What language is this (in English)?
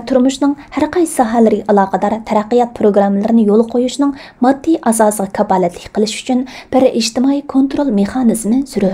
Uyghur